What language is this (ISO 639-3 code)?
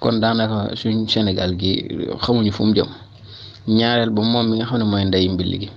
wol